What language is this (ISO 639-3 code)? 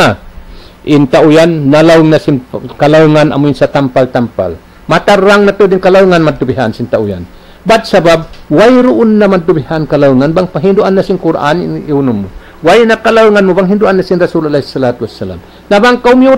tsg